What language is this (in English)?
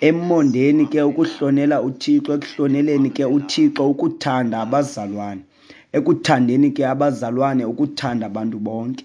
Xhosa